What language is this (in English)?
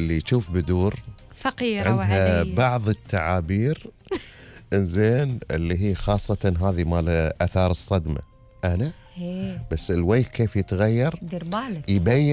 Gulf Arabic